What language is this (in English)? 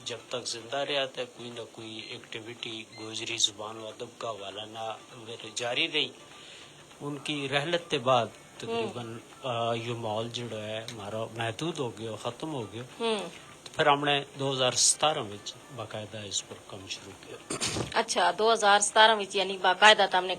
Gujari